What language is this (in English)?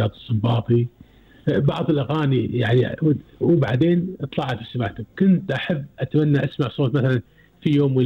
Gulf Arabic